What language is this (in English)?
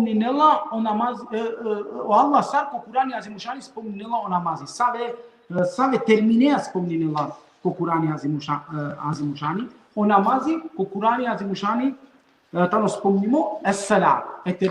Balkan Romani